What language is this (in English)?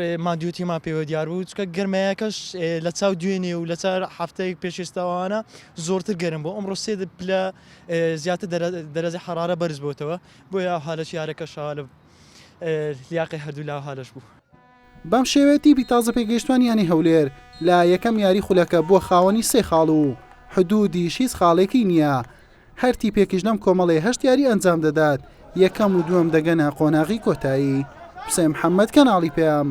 Central Kurdish